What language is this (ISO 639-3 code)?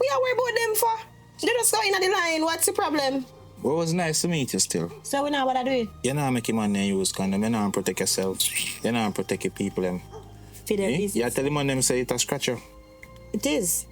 jam